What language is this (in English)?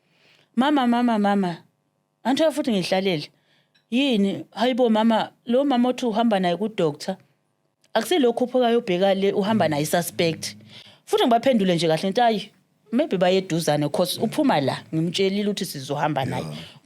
Zulu